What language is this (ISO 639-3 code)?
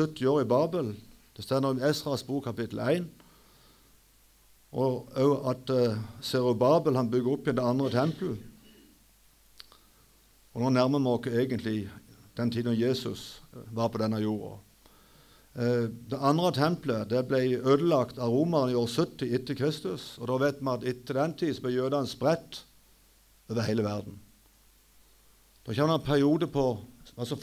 nor